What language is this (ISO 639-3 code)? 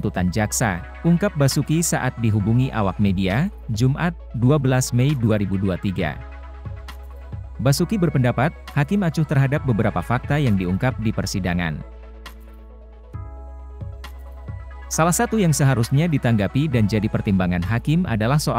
ind